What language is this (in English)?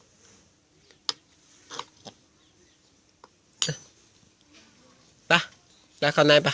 Lao